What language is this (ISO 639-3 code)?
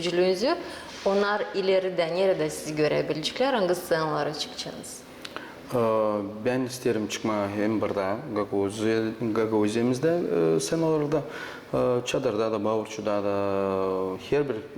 gag